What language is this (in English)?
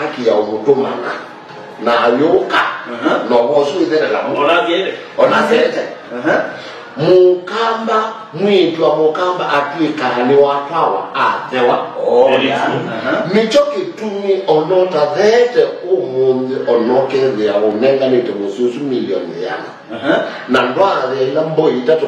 Kamba